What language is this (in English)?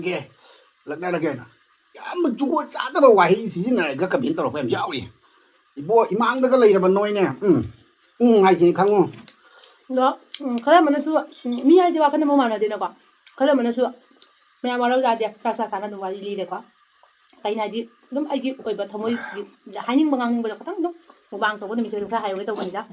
Manipuri